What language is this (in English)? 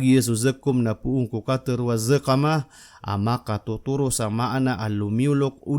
Maranao